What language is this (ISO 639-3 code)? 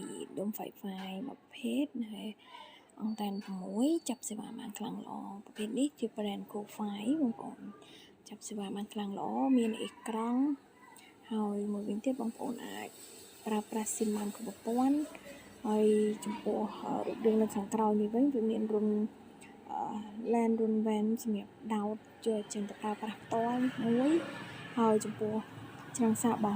khm